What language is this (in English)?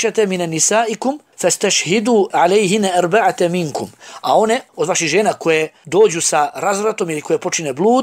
Bosnian